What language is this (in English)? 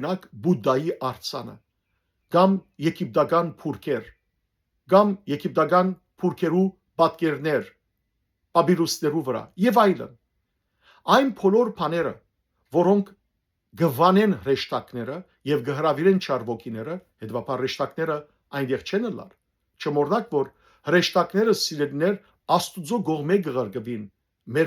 Western Armenian